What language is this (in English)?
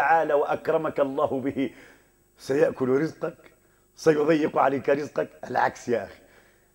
Arabic